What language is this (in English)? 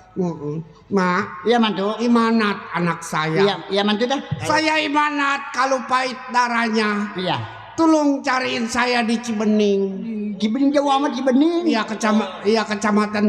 Betawi